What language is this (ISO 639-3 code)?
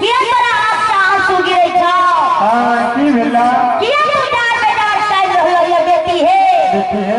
mai